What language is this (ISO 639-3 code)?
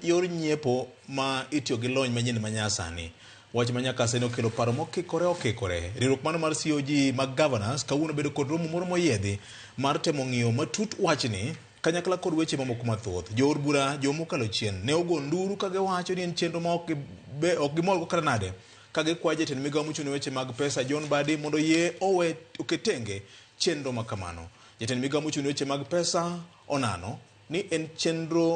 luo